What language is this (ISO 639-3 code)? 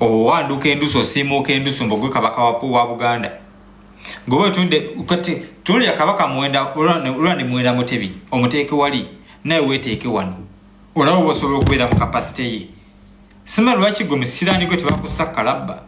lug